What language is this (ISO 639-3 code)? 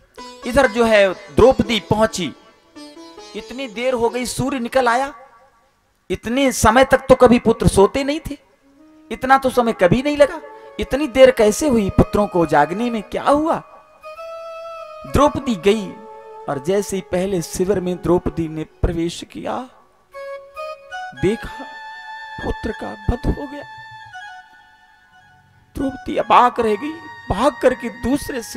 hin